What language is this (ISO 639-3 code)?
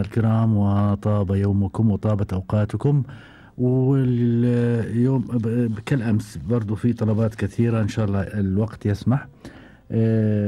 afb